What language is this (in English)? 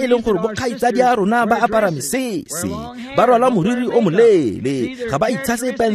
Tswana